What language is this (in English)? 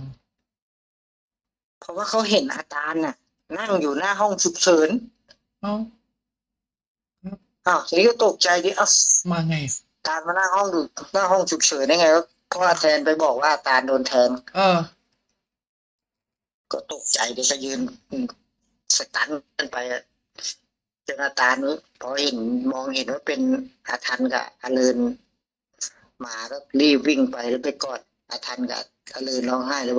Thai